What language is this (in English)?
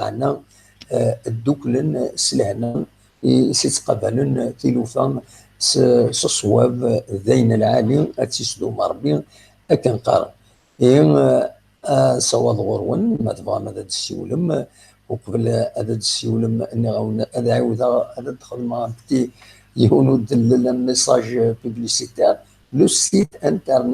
Kabyle